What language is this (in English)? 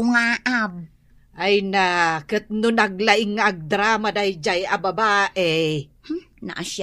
Iloko